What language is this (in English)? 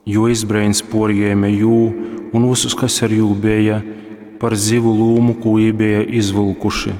Latgalian